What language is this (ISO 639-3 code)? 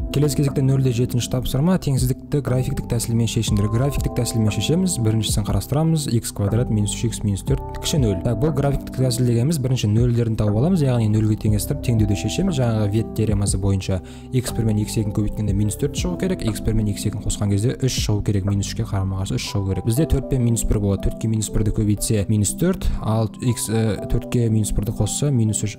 kaz